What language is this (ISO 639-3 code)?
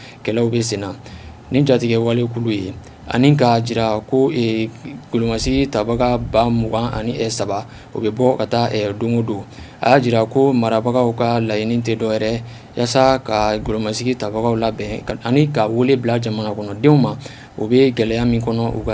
bam